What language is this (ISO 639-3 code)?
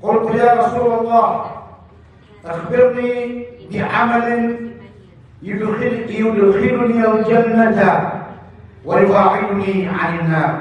mrw